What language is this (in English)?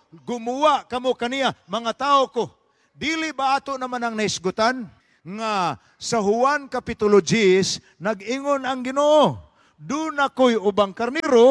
Cebuano